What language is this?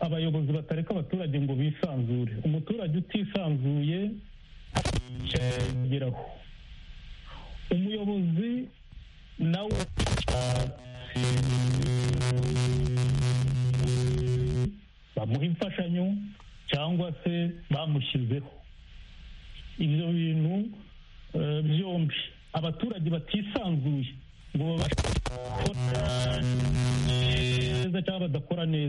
Kinyarwanda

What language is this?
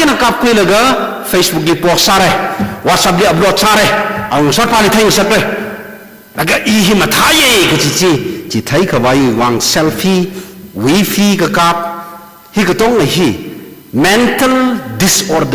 Tangkhul Naga (India)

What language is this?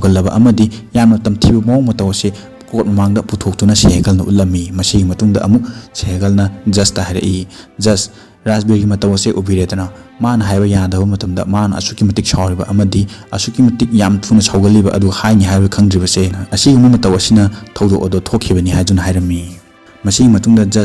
Manipuri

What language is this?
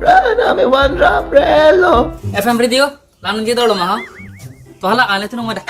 Karbi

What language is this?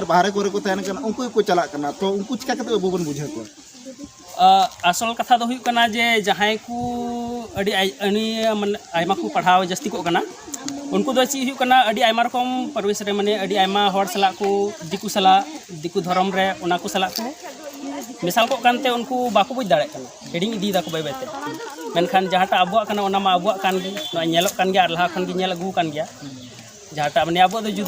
Santali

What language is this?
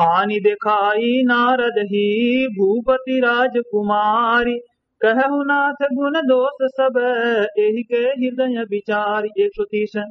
Awadhi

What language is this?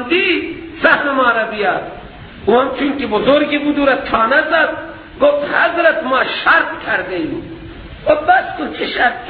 Persian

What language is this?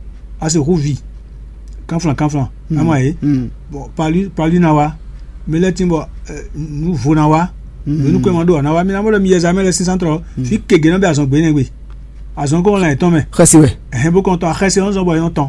Fon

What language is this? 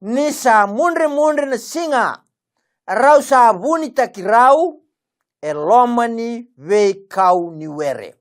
Fijian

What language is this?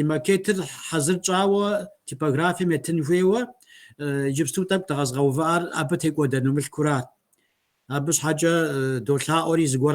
Kabardian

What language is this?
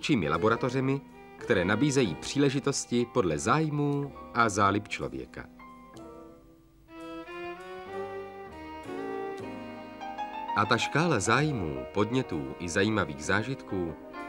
Czech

